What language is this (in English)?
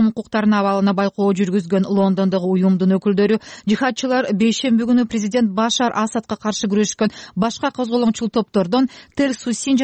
Kyrgyz